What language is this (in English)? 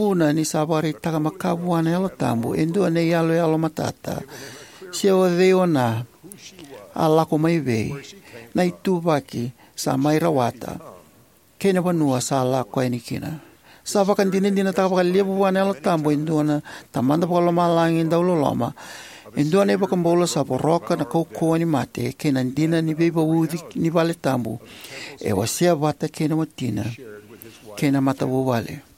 Fijian